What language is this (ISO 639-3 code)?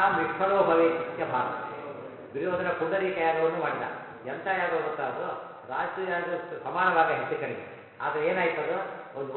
kan